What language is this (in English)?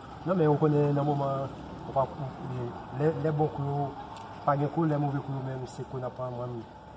Haitian Creole